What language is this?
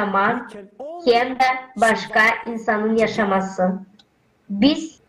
Gagauz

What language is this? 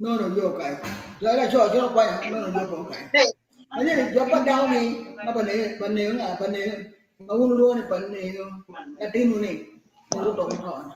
Acoli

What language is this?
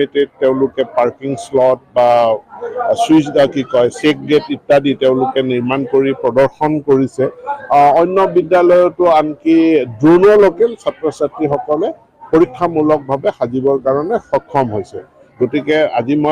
Assamese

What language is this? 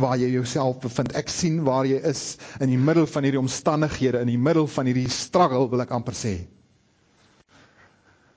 Afrikaans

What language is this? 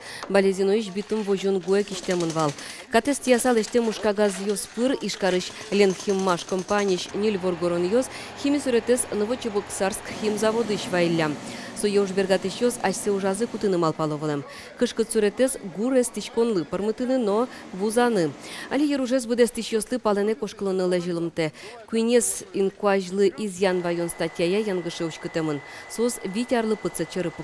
Udmurt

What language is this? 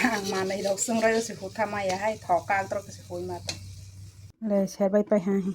Kok Borok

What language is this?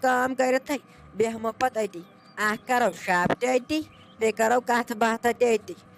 Kashmiri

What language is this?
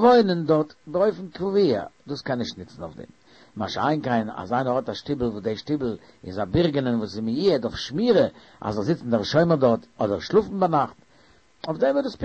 Yiddish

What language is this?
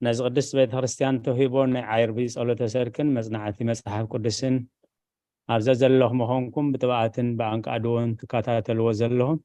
Tigrinya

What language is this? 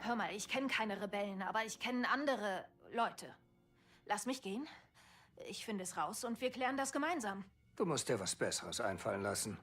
Bavarian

